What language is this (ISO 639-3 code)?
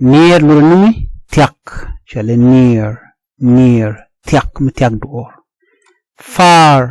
nus